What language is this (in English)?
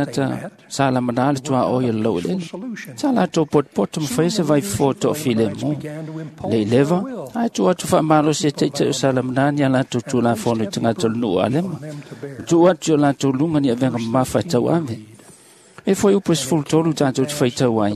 Samoan